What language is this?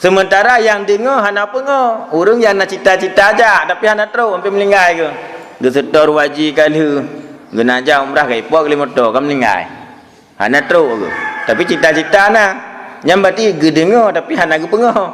Achinese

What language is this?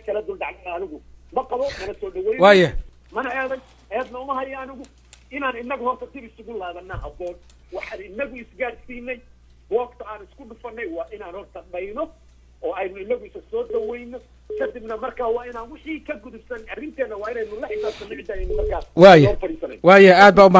Somali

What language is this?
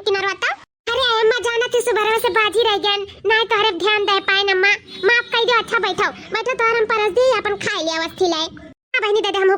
Awadhi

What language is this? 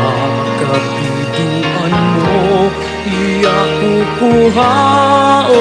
Waray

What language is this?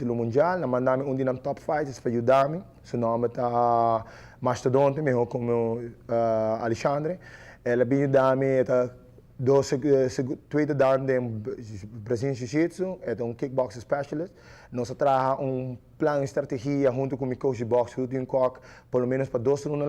Papiamento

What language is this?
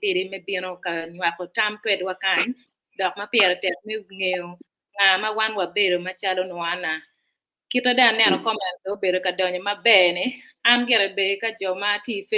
Acoli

